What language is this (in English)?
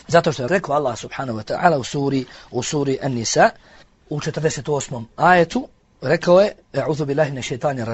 Bosnian